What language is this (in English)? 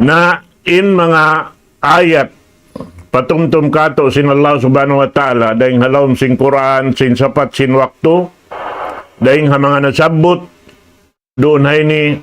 Tausug